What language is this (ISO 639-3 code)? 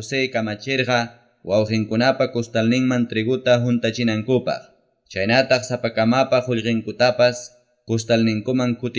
quy